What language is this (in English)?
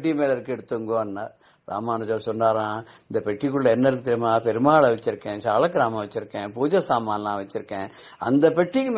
Tamil